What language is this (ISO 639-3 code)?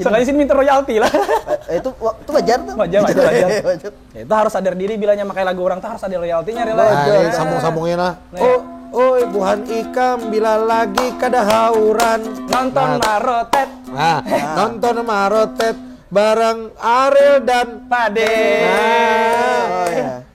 bjn